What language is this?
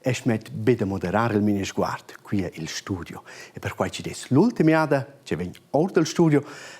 Romansh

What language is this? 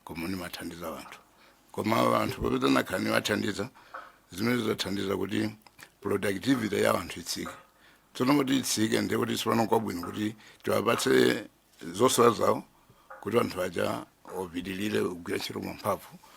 Nyanja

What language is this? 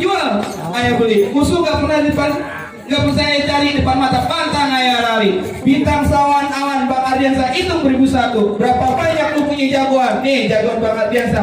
Betawi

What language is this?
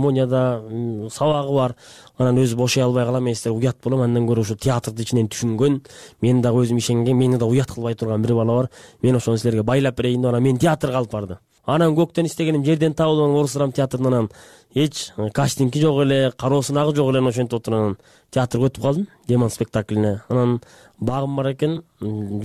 Kyrgyz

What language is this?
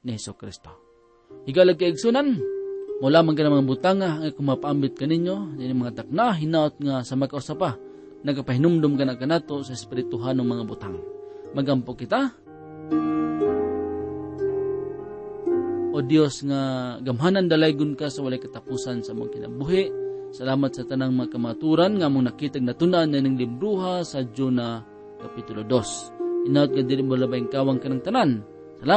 Cebuano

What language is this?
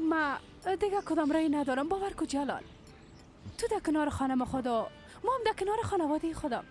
Persian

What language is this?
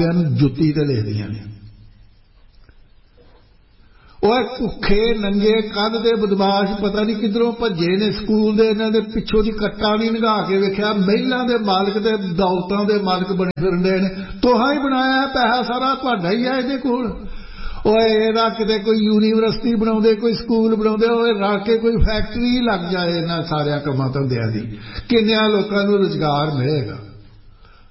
Punjabi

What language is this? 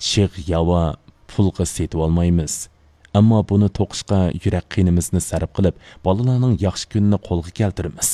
Uyghur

